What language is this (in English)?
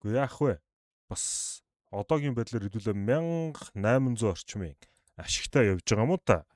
Mongolian